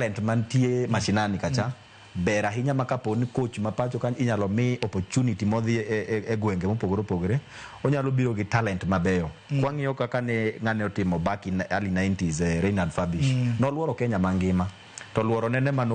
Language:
Luo (Kenya and Tanzania)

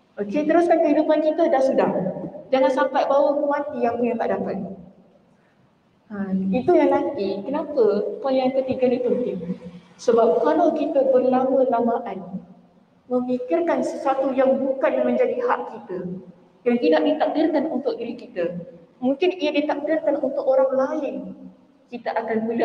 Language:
Malay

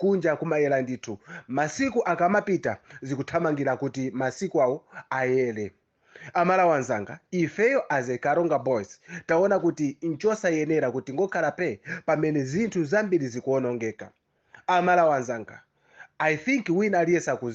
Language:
Nyanja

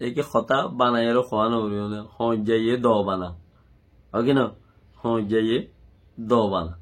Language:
Rohingya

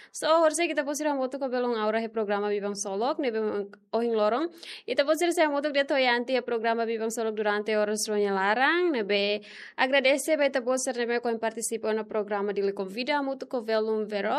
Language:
Tetum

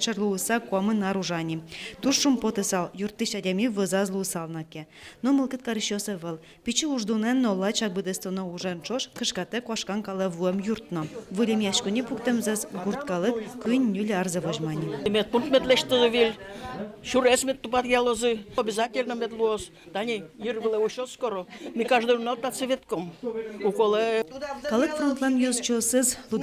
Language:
Udmurt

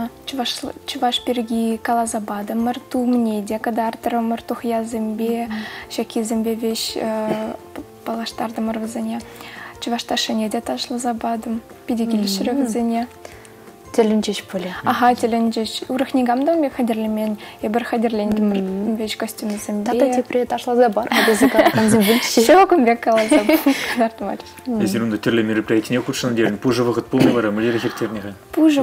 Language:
Chuvash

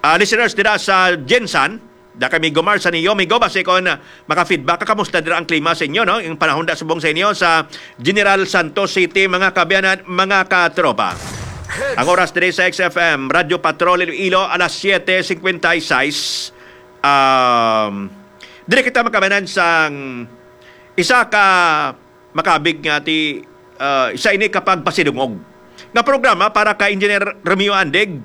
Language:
Hiligaynon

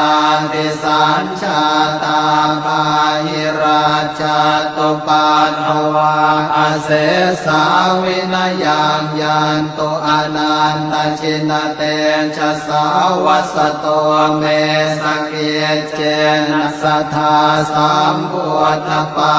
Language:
Pali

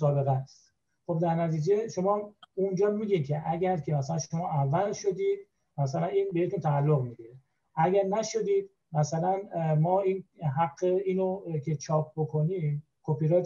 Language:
Persian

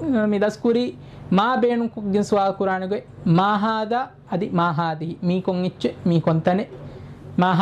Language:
Divehi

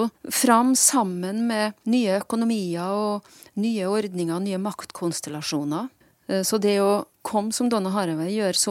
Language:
Norwegian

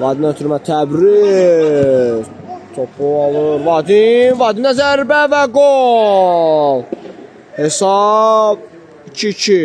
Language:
Azerbaijani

